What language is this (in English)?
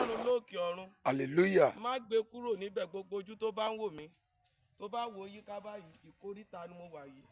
Yoruba